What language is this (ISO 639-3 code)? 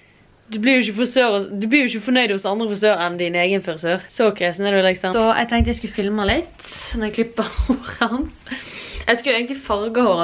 nor